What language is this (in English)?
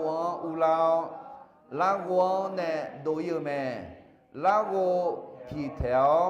Akha